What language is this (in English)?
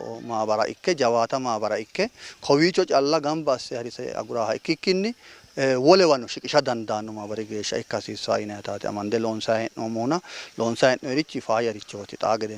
Sidamo